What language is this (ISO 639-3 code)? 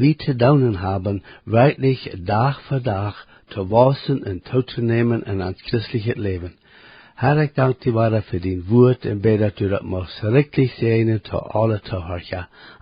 pdt